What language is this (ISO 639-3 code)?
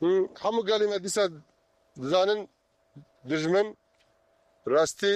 kur